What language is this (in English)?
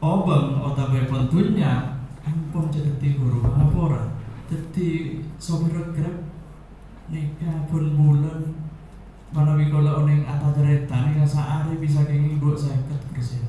Madurese